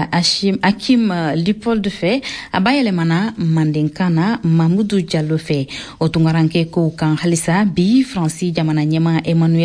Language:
Bambara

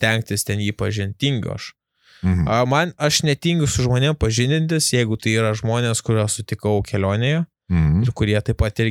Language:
Lithuanian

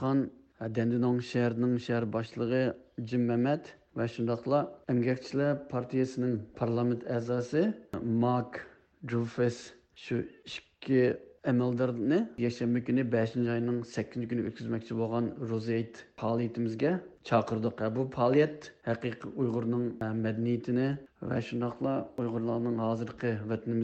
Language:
Uyghur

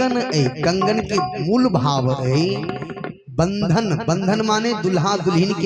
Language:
Maithili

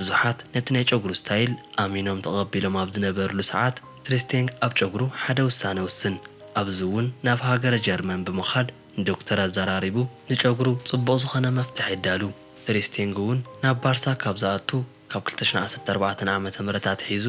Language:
Tigrinya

